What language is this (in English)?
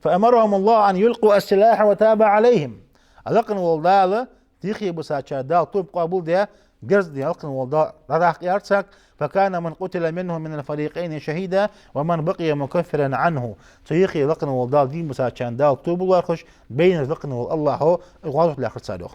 Ingush